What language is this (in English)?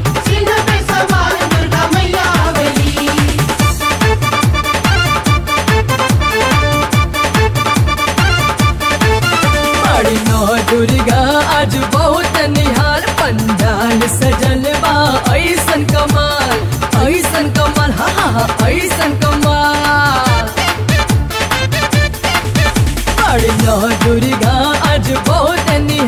Bhojpuri